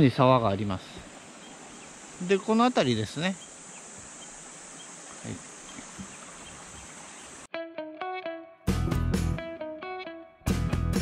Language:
Japanese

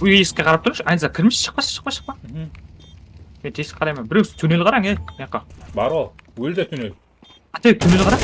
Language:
Kara-Kalpak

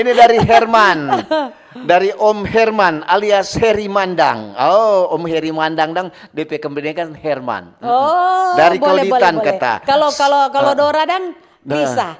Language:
Manado Malay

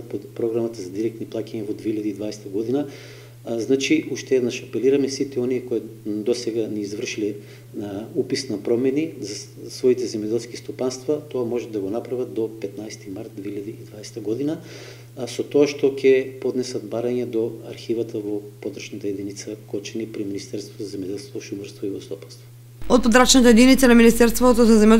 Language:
Macedonian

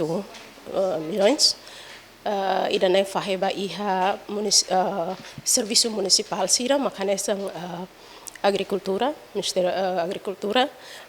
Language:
Tetum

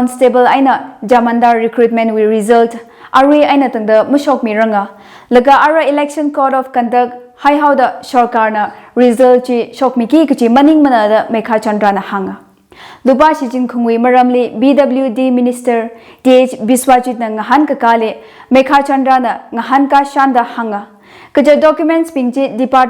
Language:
Tangkhul Naga (India)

